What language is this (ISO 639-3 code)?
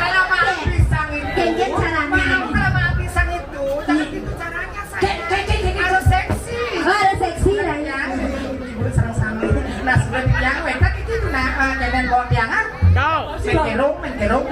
ban